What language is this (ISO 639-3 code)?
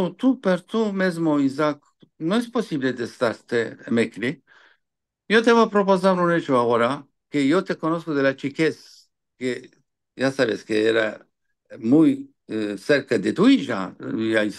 lad